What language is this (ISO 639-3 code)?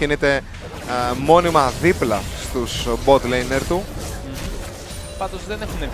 ell